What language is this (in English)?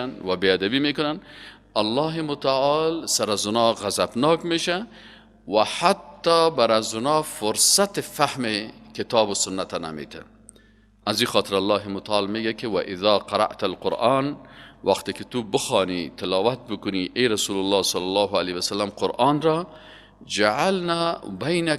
Persian